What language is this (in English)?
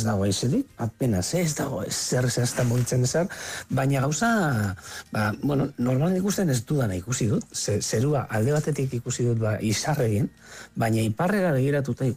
Basque